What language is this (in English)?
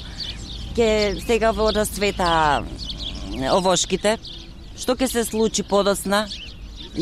Macedonian